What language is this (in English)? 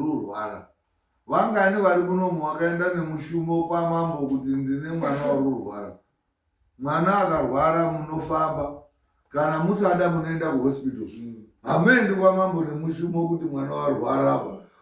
Shona